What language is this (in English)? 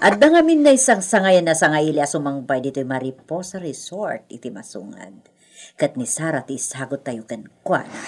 Iloko